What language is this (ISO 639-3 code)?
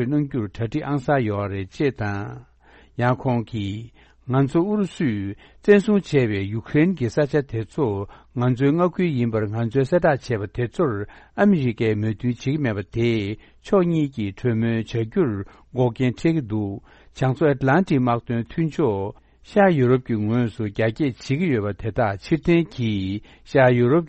bod